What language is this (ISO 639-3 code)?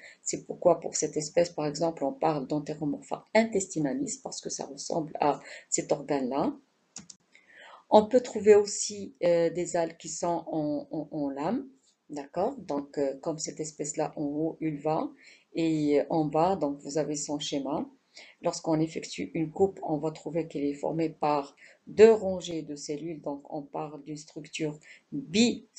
fra